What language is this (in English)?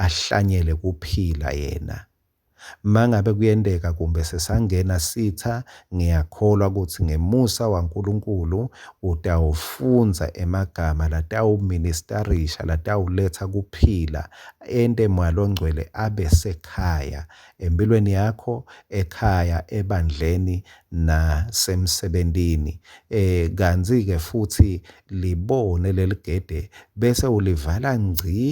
Swati